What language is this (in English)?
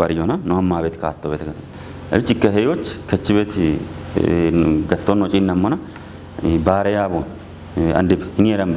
Kafa